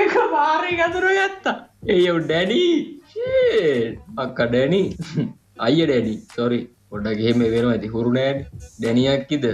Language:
Sinhala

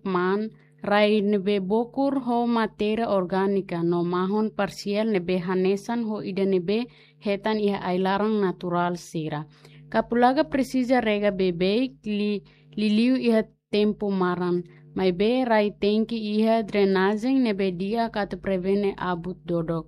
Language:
Tetum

